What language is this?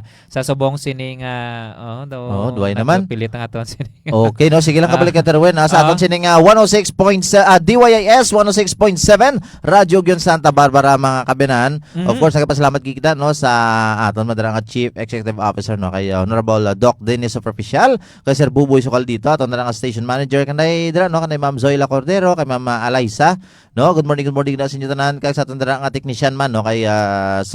Hiligaynon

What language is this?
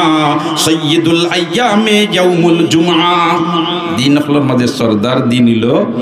Sylheti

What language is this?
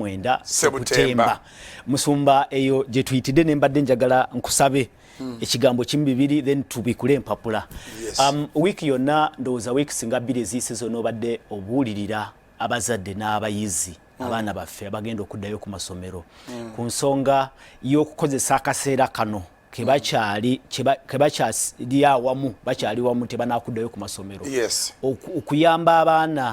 Ganda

